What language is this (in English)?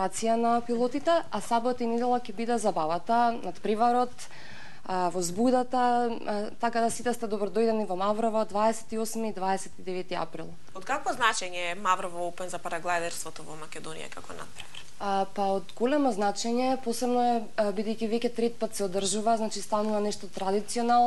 Macedonian